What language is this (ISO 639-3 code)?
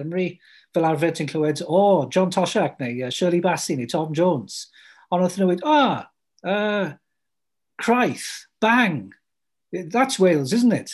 cym